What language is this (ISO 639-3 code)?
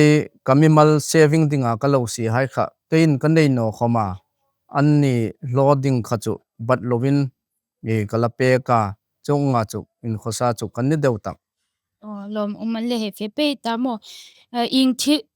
hmr